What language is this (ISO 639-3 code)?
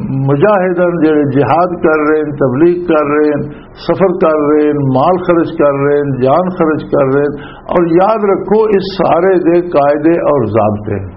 lah